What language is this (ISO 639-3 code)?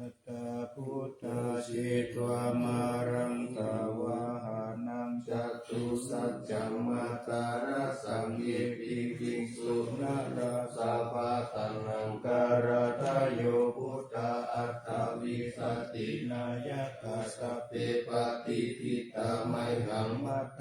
pli